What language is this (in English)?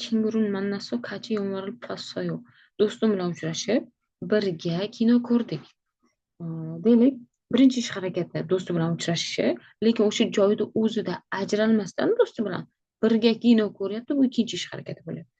Uzbek